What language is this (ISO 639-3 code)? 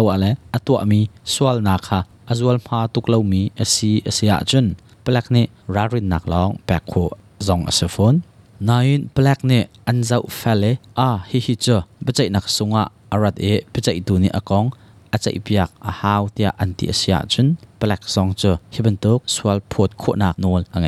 cnh